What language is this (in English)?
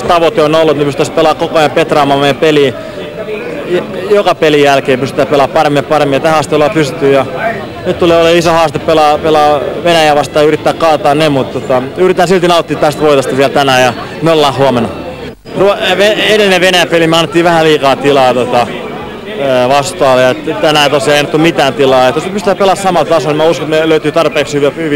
Finnish